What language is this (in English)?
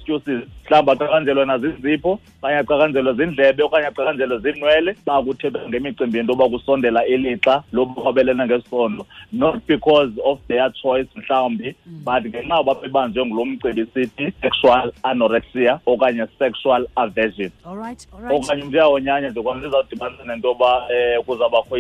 Xhosa